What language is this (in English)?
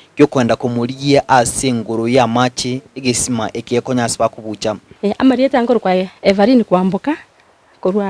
Gusii